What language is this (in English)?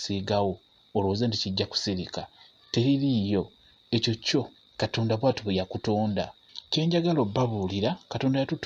Ganda